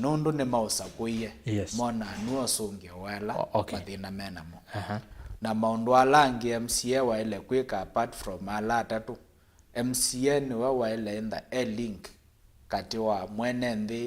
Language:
Kamba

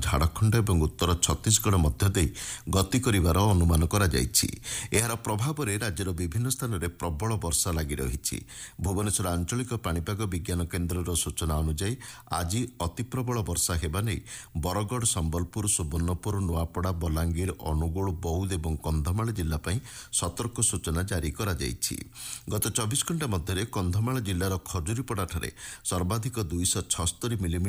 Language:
Odia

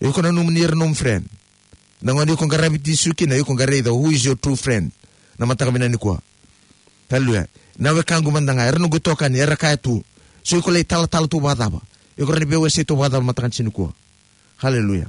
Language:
Fijian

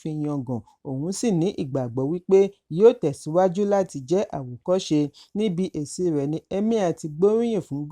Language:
Yoruba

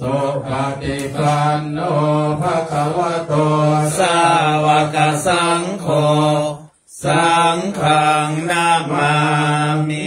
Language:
Pali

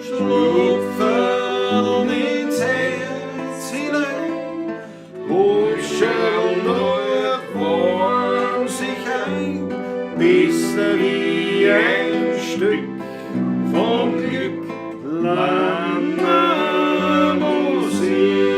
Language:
Bavarian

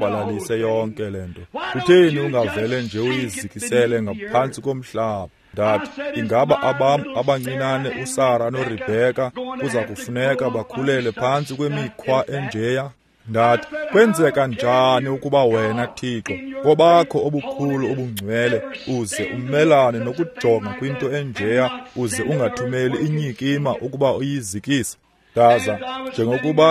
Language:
Xhosa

